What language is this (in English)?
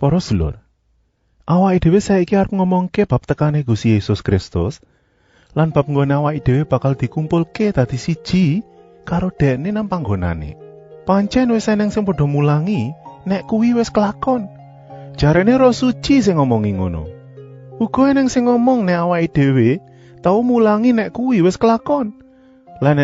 Javanese